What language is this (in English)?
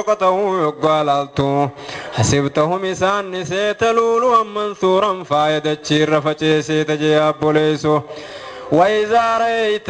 Oromo